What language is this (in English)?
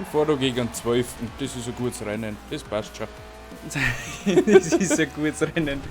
Bavarian